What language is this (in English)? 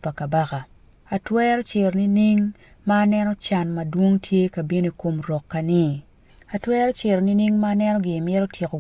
Acoli